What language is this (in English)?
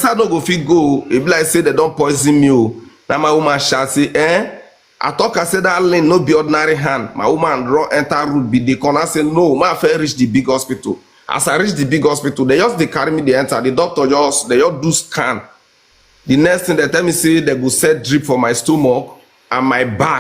Nigerian Pidgin